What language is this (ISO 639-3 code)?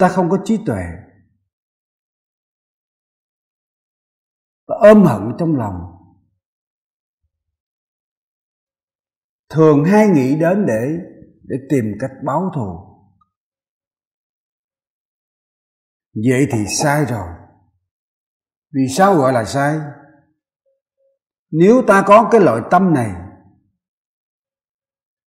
vie